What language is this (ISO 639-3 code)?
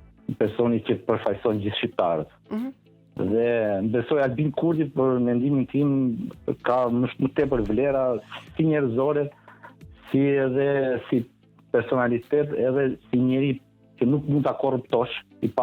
sqi